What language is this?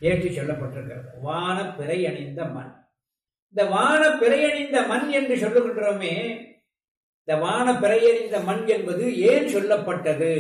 Tamil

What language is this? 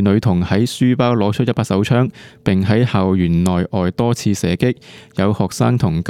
Cantonese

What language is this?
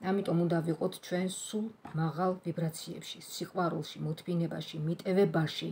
Georgian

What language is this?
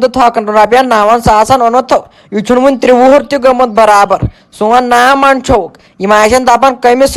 Kashmiri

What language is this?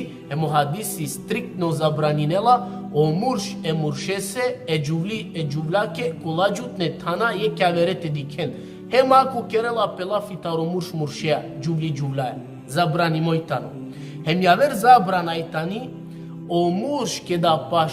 Balkan Romani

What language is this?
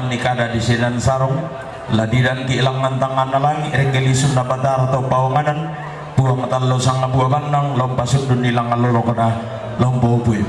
Toraja-Sa'dan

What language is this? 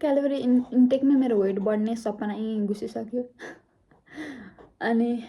Nepali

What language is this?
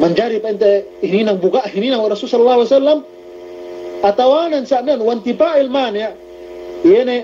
Yakan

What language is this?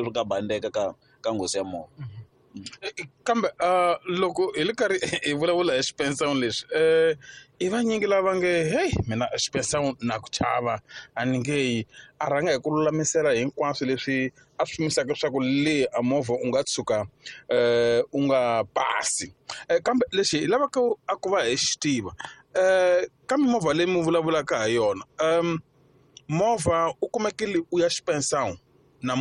Tsonga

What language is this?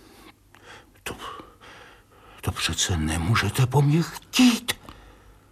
Czech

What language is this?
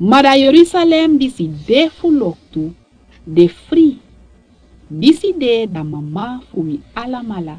Sranan Tongo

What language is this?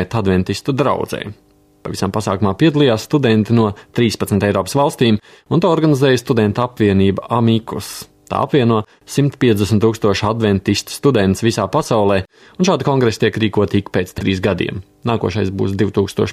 Latvian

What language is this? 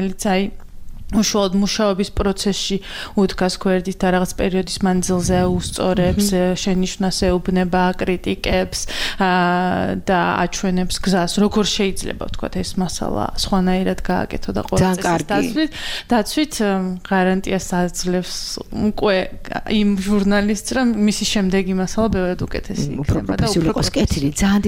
Georgian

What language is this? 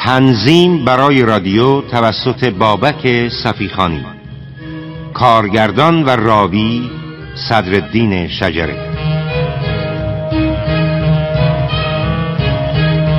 Persian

